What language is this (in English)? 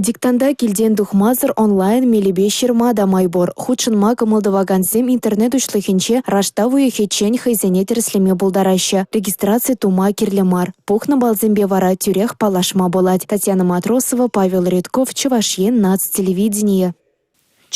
Chuvash